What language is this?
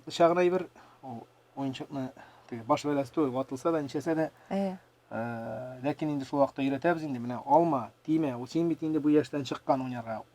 Tatar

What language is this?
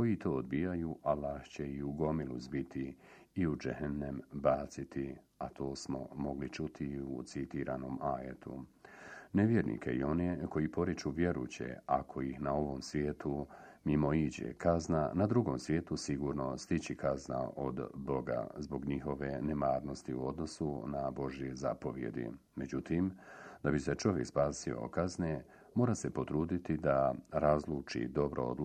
Bosnian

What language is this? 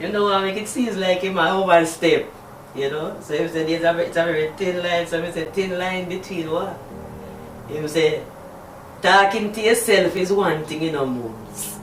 Jamaican Creole English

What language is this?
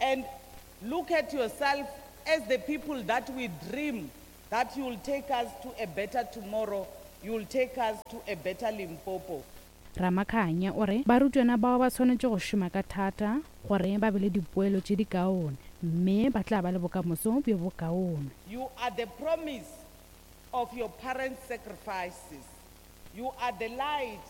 Northern Sotho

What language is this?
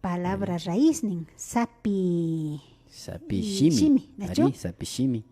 Imbabura Highland Quichua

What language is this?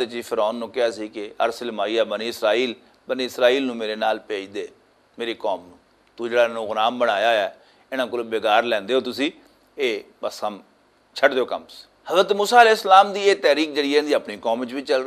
Western Panjabi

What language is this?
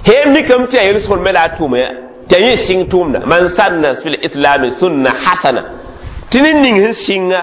Mossi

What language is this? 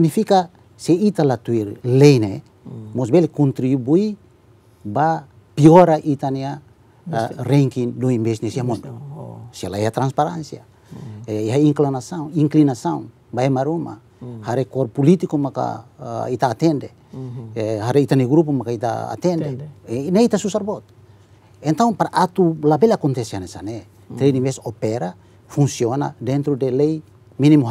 Tetum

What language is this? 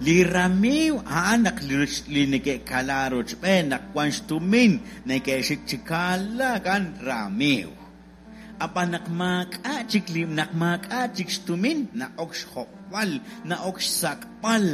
Kekchí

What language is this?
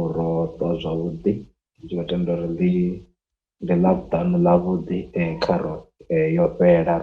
Venda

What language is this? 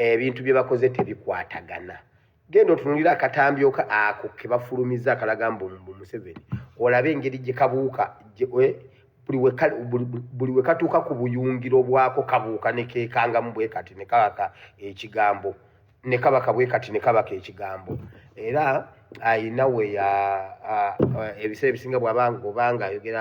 Ganda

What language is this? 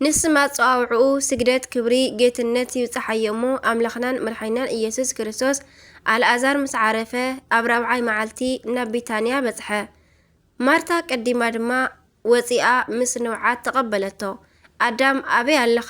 Tigrinya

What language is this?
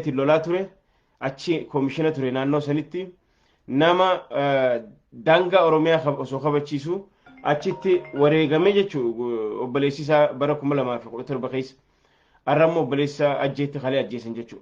Oromo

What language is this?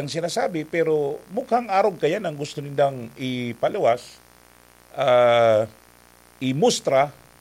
Bikol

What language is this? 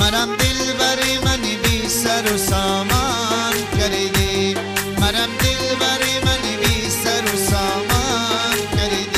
Persian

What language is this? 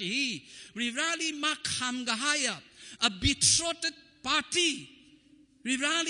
Tangkhul Naga (India)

